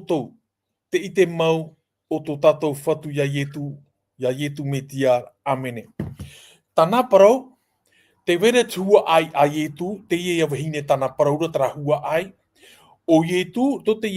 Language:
Tahitian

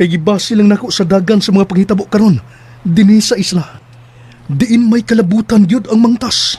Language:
Cebuano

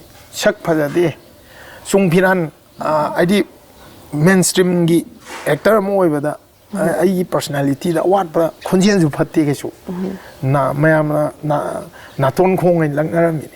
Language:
Manipuri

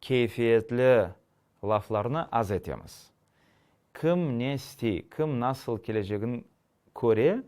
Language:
Crimean Tatar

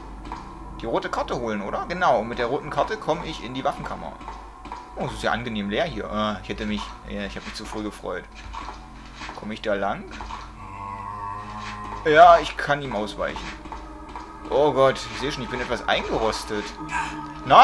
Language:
German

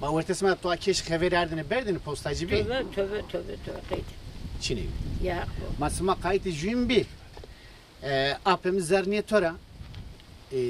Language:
Zaza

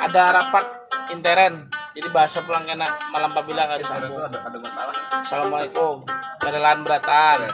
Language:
Banjar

